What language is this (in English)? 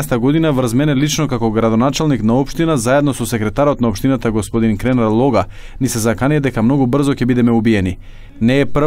Macedonian